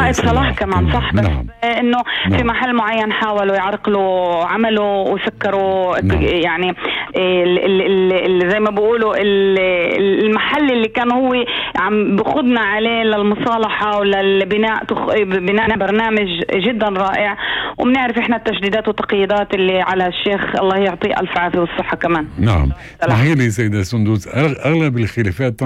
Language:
North Levantine Arabic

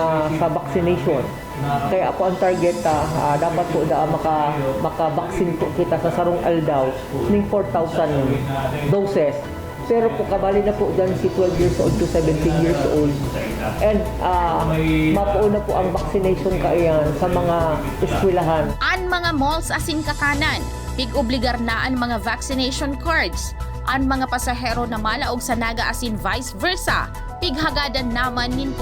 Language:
Bikol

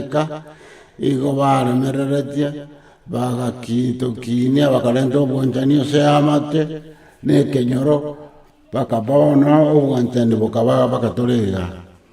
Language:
Gusii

